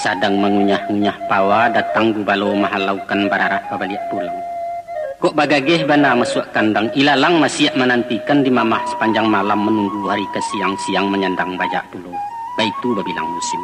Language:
Minangkabau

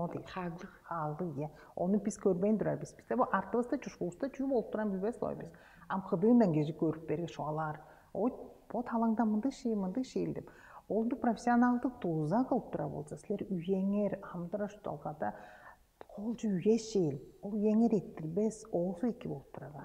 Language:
Tuvinian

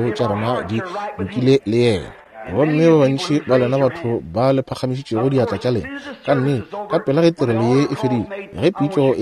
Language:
Northern Sotho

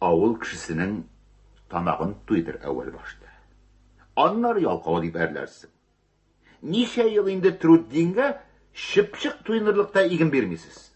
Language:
Tatar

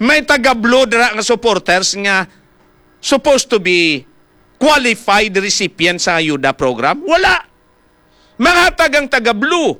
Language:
Hiligaynon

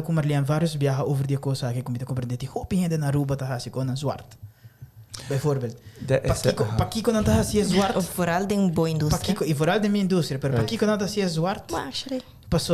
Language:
Papiamento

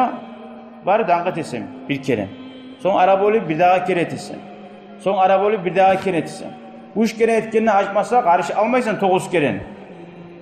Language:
Kumyk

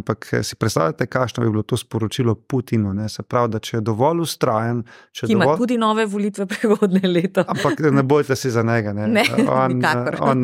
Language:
Slovenian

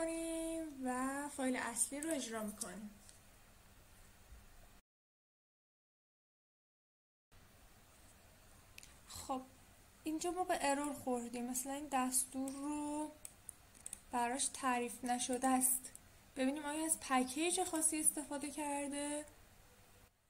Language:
Persian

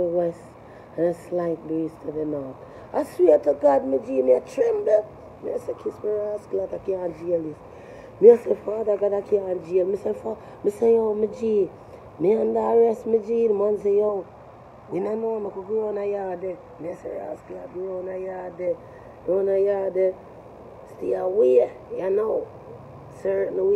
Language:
Jamaican Creole English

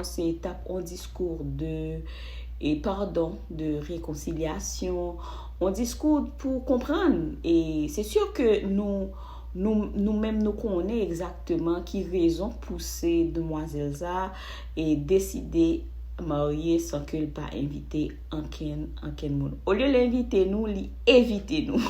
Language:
Haitian Creole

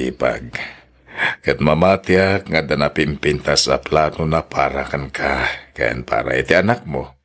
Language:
Iloko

